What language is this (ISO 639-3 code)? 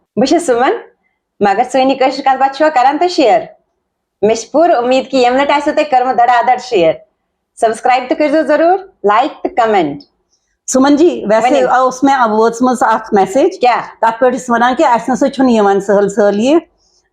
kas